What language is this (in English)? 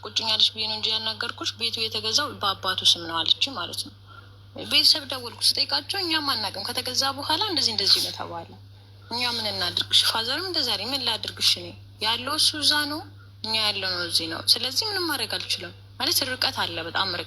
Amharic